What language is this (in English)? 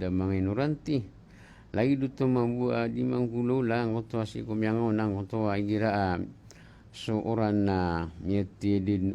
Maranao